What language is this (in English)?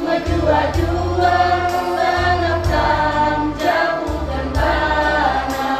Batak Karo